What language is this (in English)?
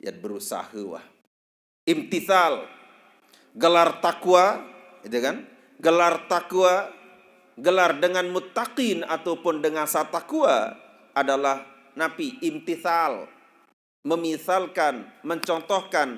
Sasak